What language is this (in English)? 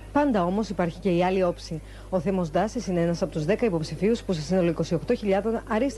Greek